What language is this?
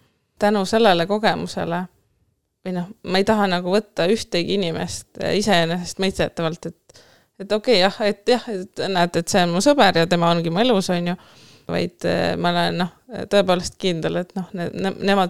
Estonian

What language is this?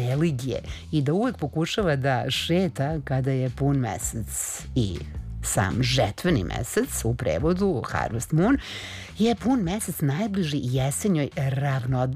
Serbian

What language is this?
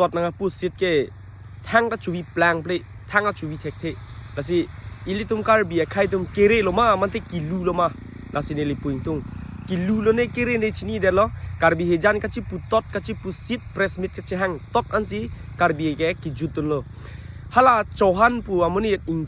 Karbi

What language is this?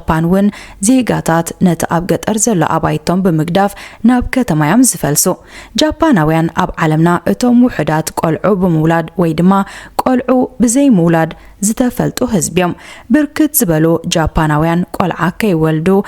Tigrinya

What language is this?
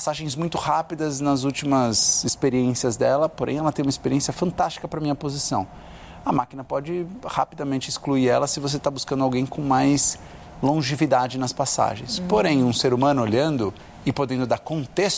Portuguese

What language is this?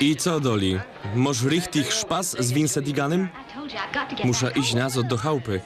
Silesian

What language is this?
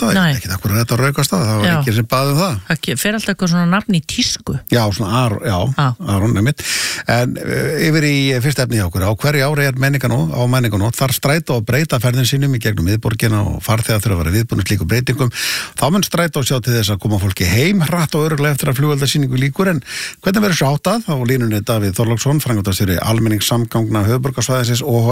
Icelandic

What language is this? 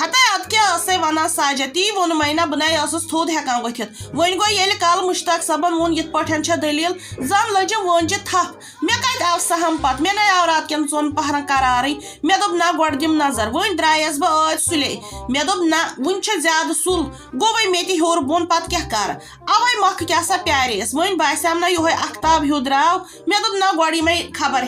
Kashmiri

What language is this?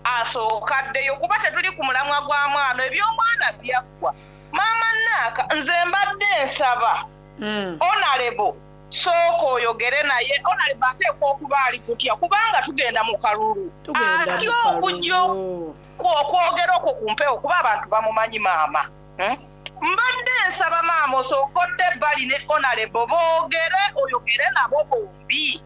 Soga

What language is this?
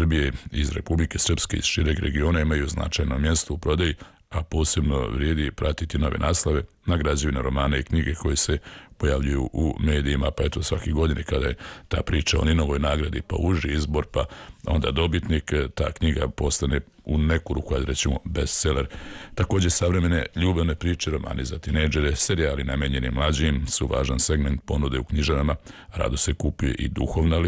Serbian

